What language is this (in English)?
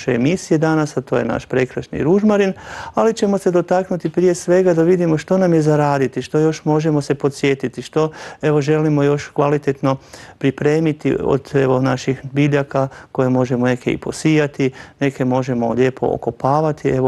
Croatian